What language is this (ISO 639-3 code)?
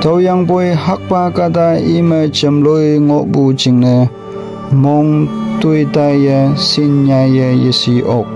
nbe